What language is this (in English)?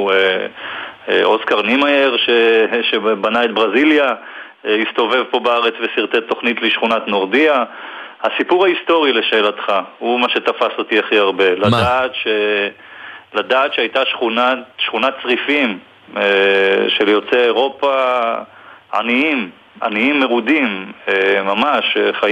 Hebrew